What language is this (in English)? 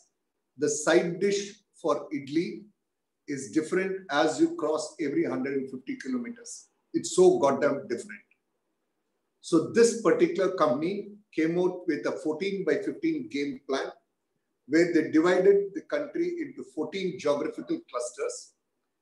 English